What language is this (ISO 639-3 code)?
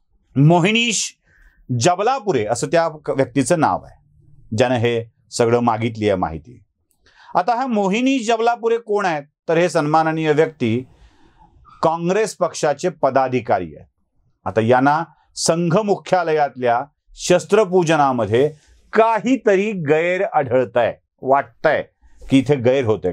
mar